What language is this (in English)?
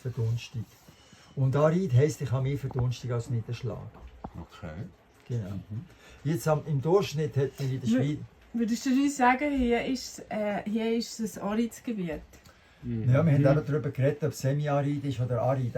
Swiss German